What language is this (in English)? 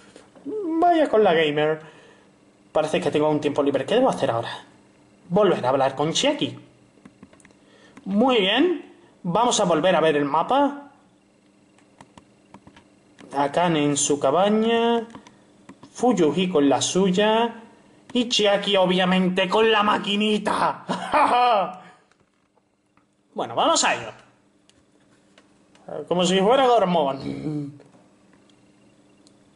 Spanish